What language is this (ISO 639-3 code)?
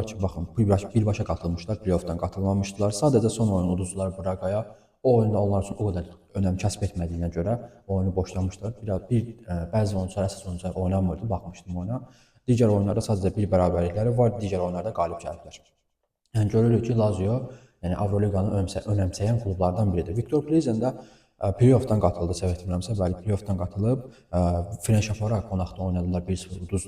aze